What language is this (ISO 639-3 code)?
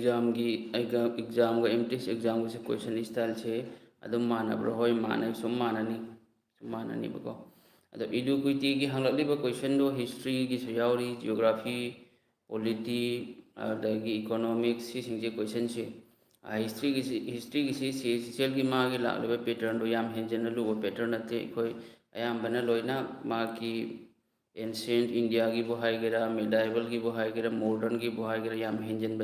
mni